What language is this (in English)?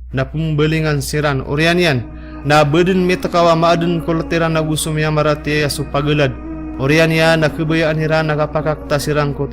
Maranao